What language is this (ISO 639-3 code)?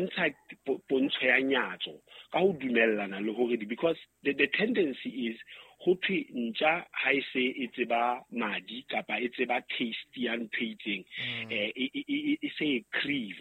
sot